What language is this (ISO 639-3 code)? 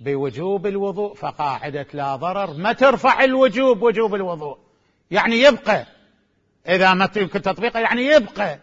acm